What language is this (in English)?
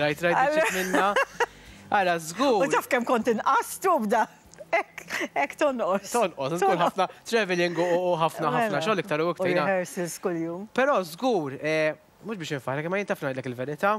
Maltese